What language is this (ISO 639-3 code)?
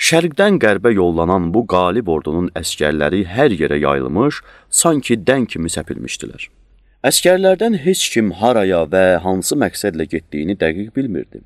aze